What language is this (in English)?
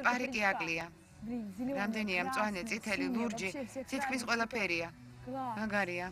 Georgian